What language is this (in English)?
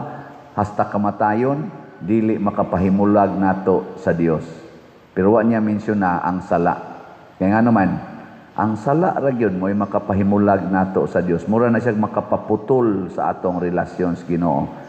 Cebuano